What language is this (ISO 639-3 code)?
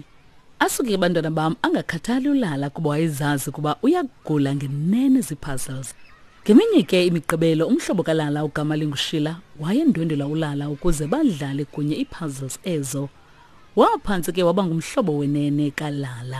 xho